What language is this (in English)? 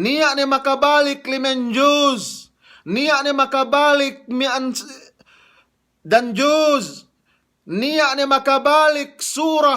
Yakan